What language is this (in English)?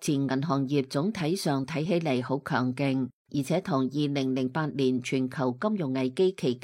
Cantonese